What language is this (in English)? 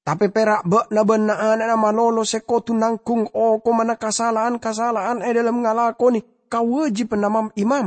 Madurese